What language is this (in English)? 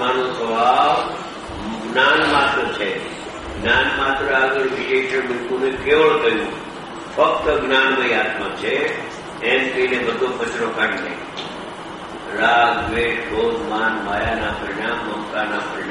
Gujarati